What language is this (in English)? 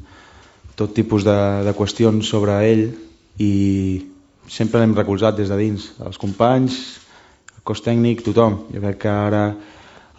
Catalan